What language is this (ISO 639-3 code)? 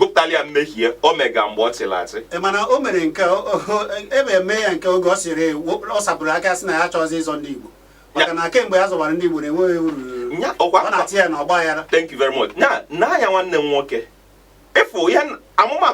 ibo